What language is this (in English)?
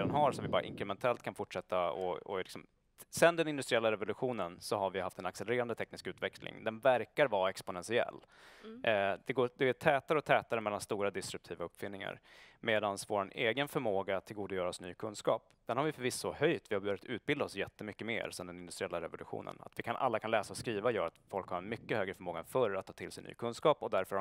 Swedish